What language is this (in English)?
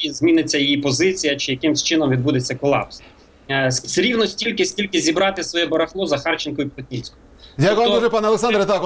Ukrainian